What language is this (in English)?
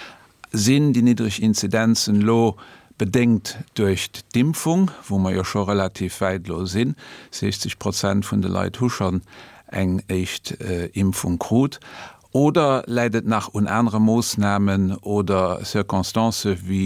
Luxembourgish